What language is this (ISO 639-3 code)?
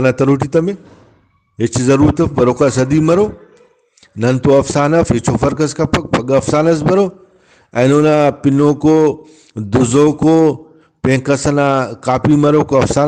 brh